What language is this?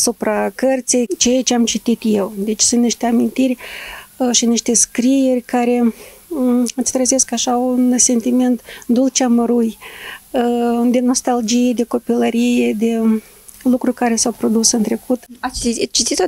Romanian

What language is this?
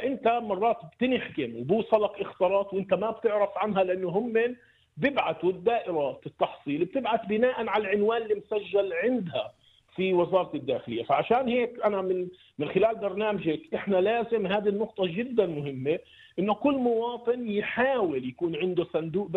North Levantine Arabic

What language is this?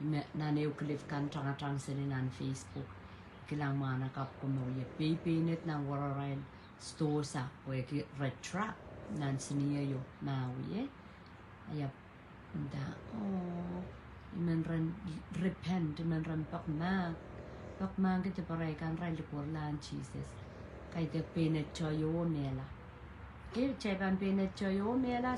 Pohnpeian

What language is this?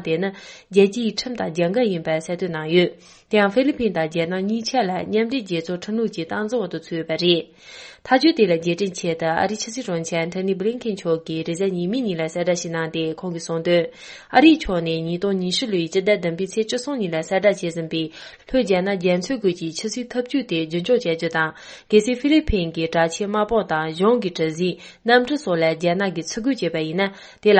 Tibetan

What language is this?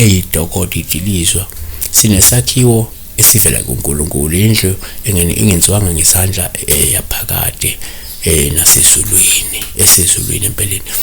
Zulu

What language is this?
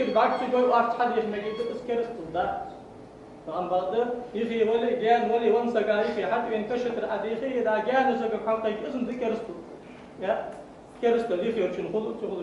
Ingush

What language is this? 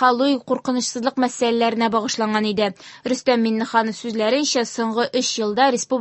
Tatar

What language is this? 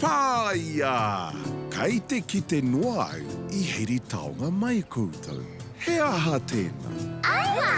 Māori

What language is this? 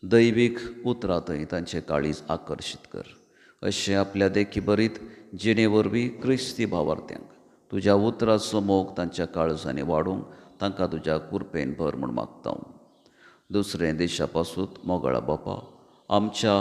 Konkani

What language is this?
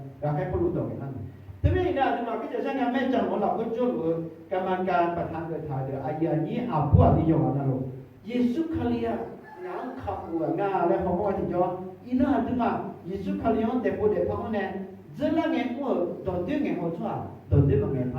Akha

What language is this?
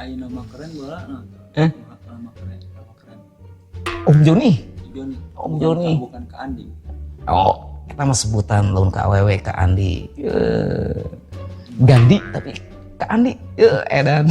Sundanese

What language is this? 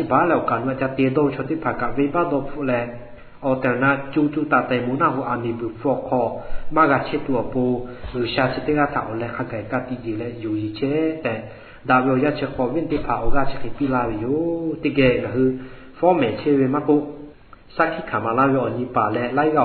Lahu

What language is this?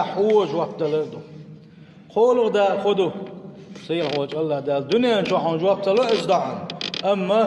Chechen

